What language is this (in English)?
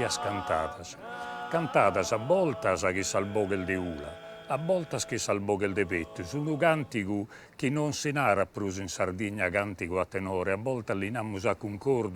Sardinian